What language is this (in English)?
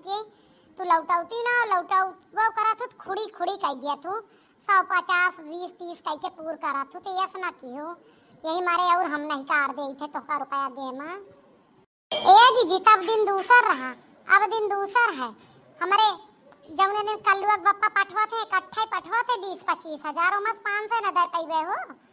Awadhi